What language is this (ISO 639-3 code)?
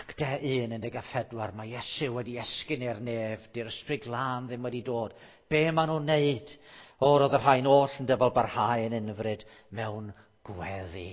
cym